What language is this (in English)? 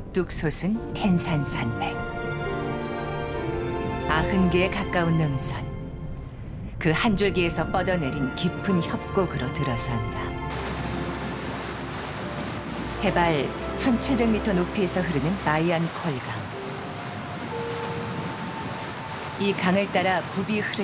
Korean